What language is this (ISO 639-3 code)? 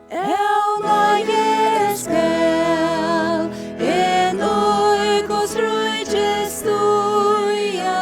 fao